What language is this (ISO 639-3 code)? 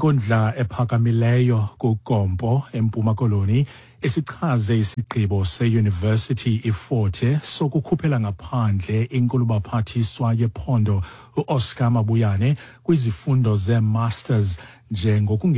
xho